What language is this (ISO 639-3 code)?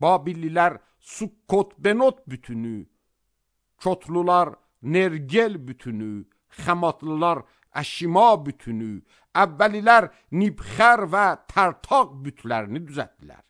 aze